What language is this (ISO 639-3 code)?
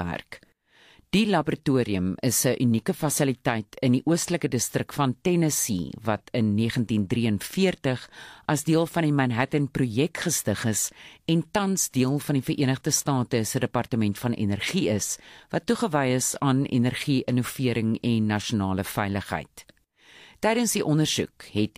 afr